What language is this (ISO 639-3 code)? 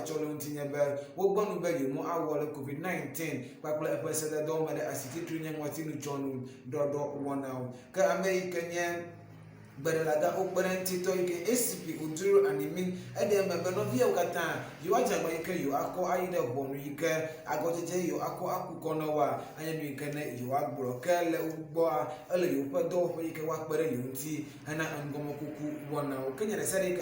ewe